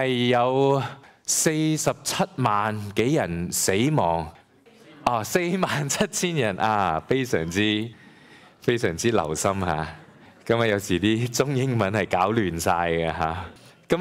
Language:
Cantonese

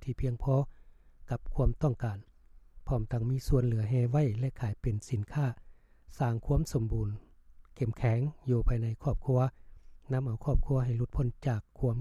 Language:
Lao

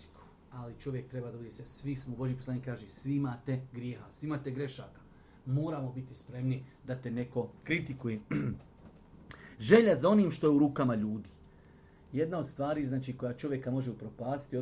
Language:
Bosnian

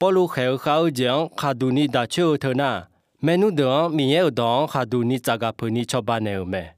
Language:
Akha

